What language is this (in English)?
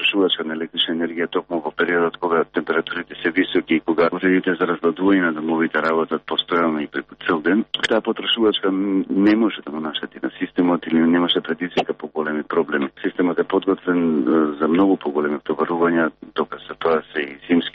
Macedonian